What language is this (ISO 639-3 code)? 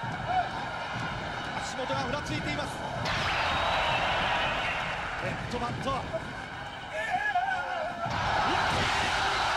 jpn